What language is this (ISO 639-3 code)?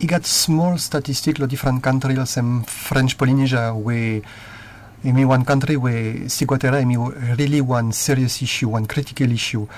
bis